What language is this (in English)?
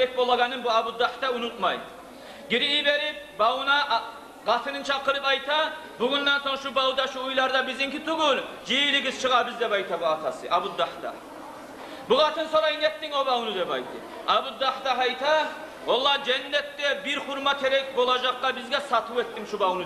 Kumyk